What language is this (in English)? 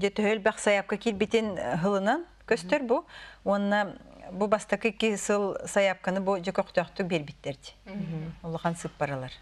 Yakut